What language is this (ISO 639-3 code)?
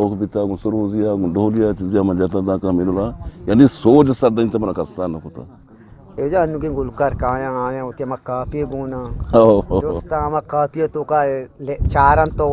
bgp